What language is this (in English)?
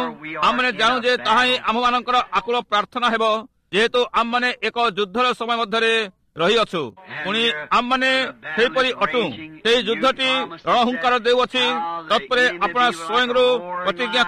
Odia